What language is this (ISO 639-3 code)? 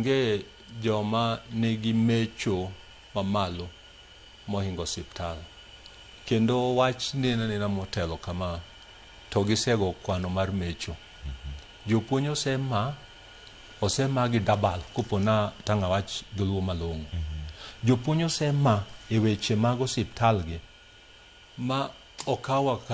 luo